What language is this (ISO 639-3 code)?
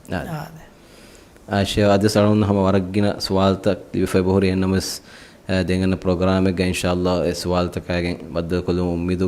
div